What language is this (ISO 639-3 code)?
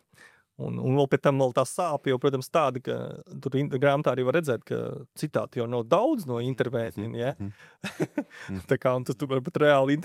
lav